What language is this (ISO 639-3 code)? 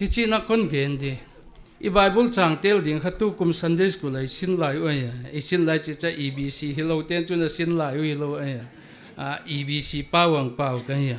pck